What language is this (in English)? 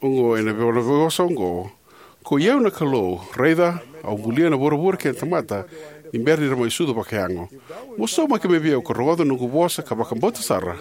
Fijian